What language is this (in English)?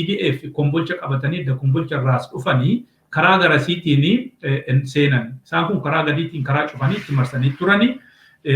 Oromo